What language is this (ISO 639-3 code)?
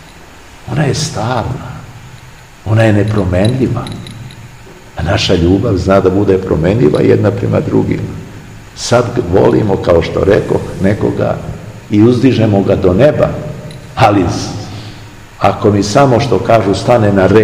srp